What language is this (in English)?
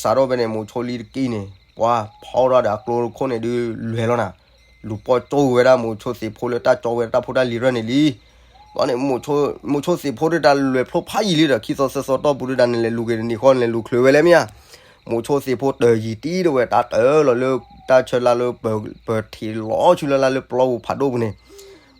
S'gaw Karen